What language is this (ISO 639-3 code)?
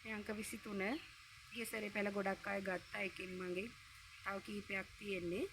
sin